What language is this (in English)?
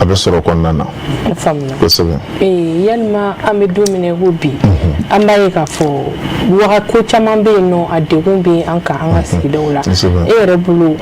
Bambara